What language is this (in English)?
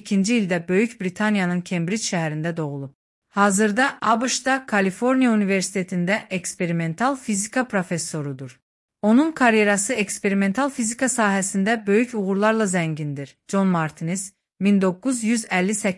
Azerbaijani